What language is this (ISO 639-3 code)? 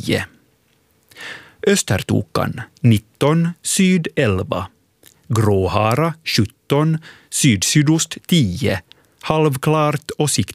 swe